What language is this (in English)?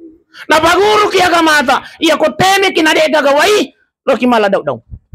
Buginese